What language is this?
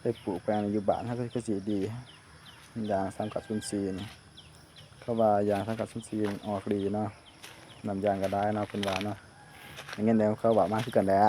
Lao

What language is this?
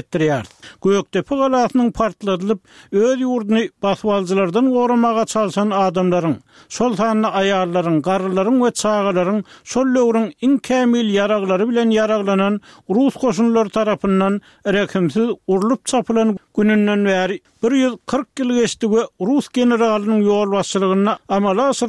Turkmen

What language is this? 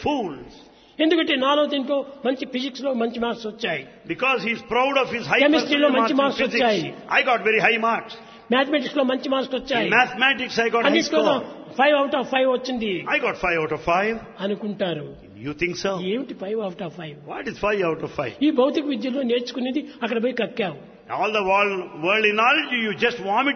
Telugu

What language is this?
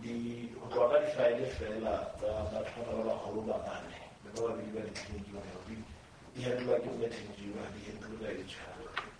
Southern Sotho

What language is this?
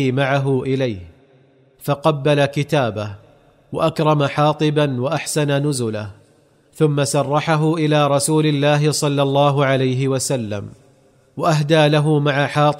Arabic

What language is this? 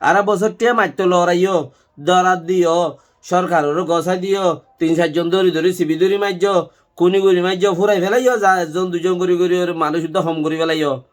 Rohingya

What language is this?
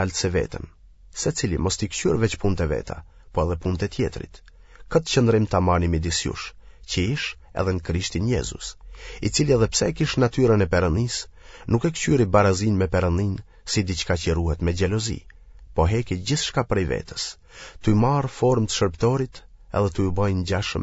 Albanian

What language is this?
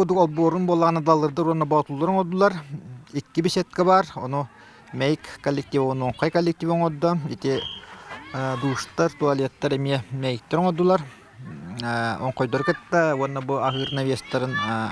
Yakut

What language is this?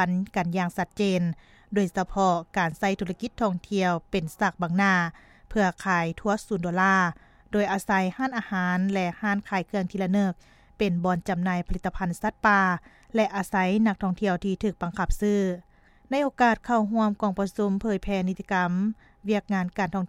Lao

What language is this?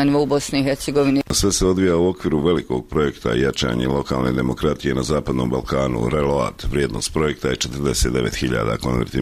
Bosnian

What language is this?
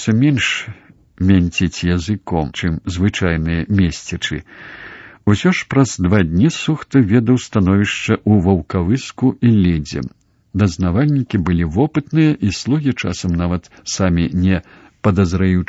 Belarusian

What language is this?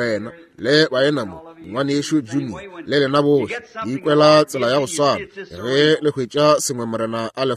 Northern Sotho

